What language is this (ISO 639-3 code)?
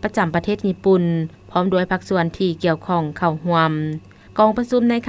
lao